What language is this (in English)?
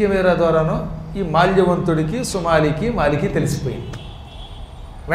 Telugu